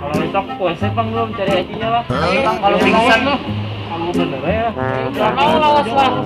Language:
Banjar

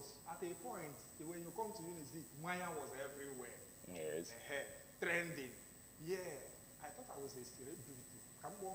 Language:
Igbo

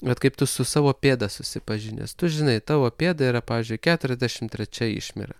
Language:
Lithuanian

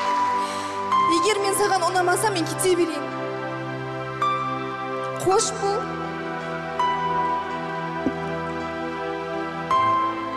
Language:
Kazakh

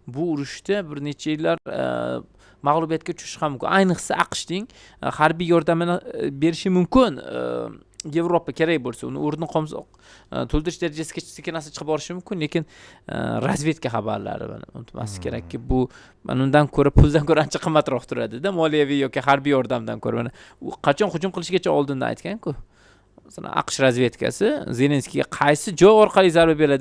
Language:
Uzbek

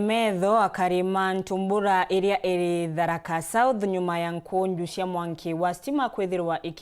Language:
Meru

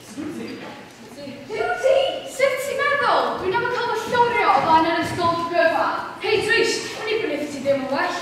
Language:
Welsh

